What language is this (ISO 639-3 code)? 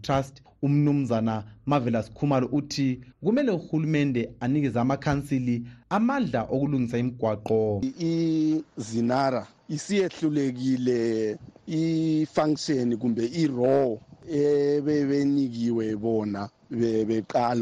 nde